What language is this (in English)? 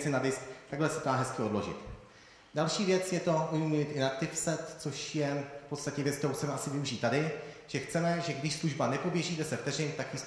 Czech